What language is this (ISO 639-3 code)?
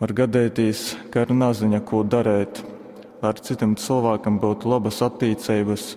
ltg